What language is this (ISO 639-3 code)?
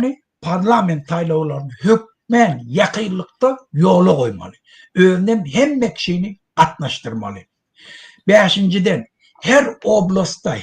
tuk